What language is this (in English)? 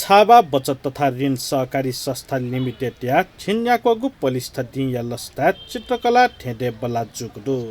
Newari